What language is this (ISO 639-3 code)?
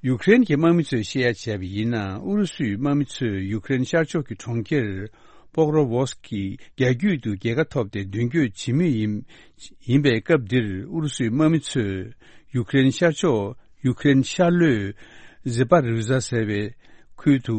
bod